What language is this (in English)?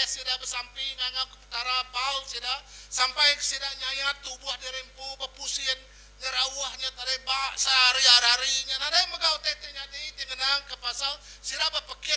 Iban